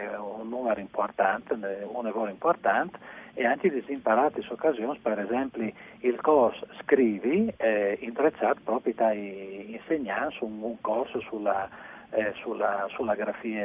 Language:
Friulian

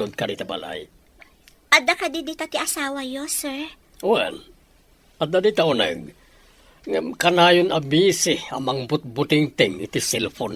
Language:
Iloko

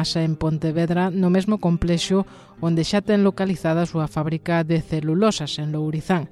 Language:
Galician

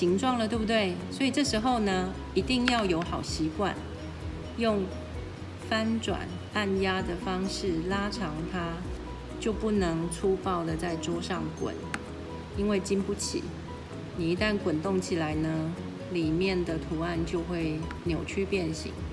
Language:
Chinese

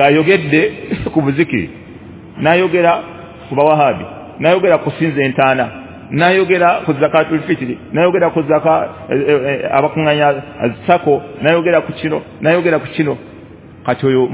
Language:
Ganda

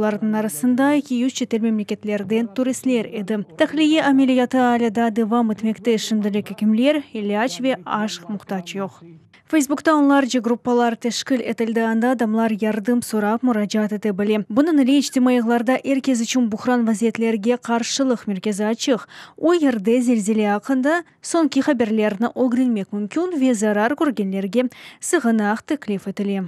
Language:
Crimean Tatar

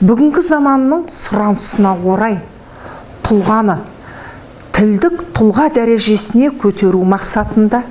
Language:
Kazakh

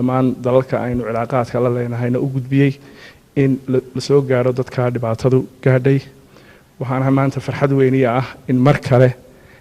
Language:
Somali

